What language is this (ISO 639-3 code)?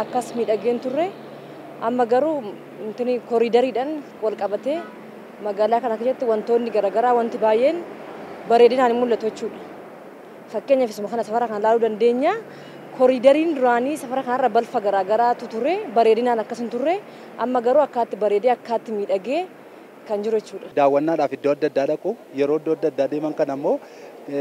orm